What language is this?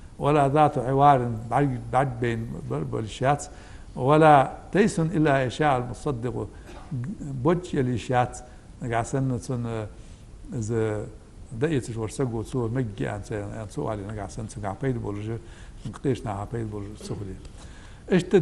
Ingush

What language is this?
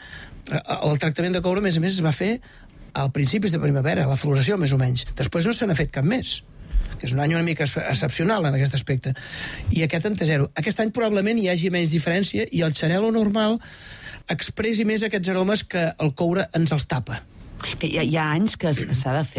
Catalan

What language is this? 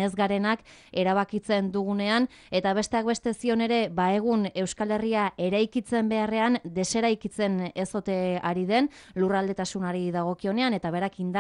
Basque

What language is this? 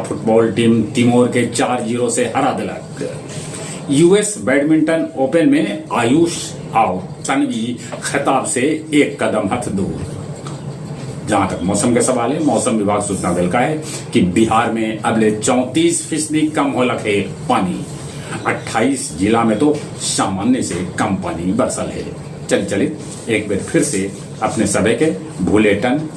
Magahi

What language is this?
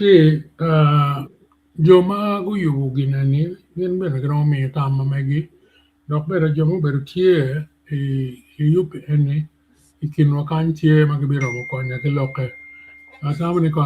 Acoli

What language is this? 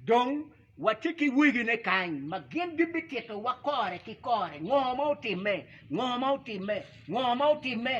Acoli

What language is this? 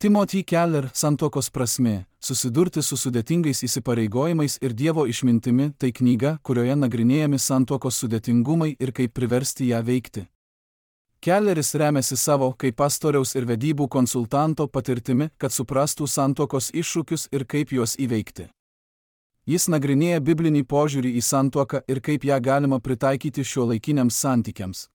Lithuanian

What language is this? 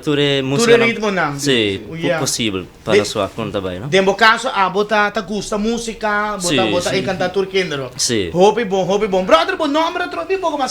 Papiamento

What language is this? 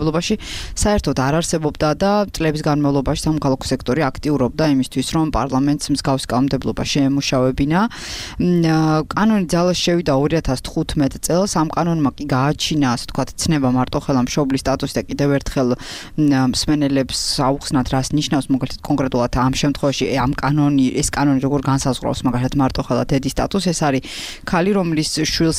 Georgian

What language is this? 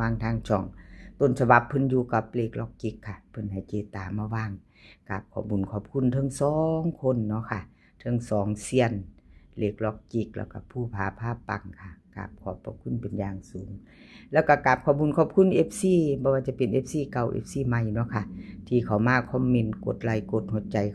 Northeastern Thai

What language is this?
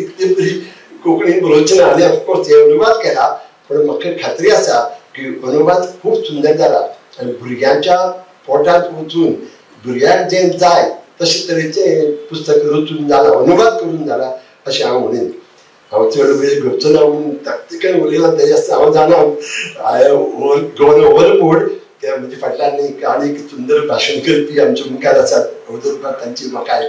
Konkani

